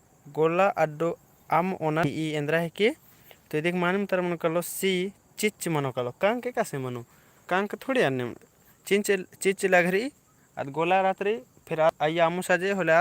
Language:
Kurukh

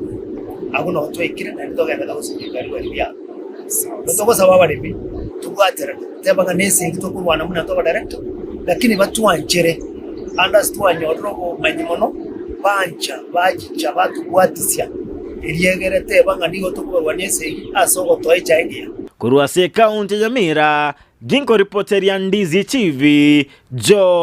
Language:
Gusii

